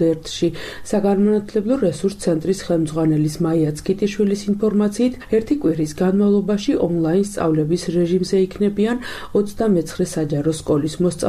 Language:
Georgian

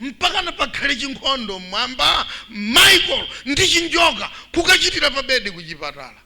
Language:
Nyanja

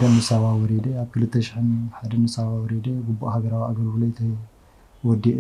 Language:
Tigrinya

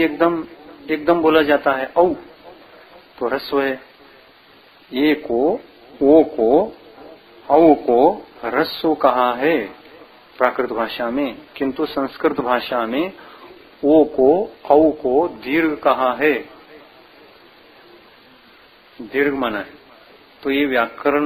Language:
Hindi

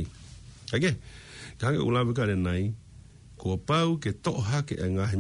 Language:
Tongan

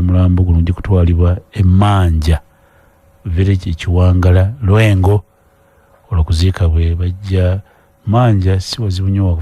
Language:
Ganda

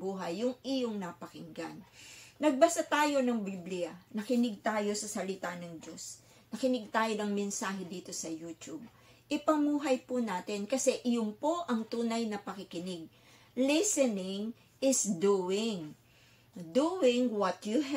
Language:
Filipino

